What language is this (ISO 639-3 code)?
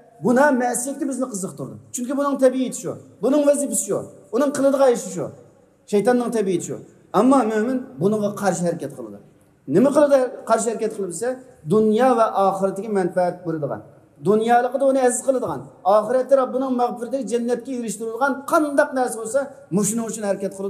uig